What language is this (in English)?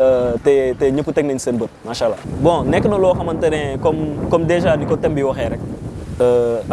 Wolof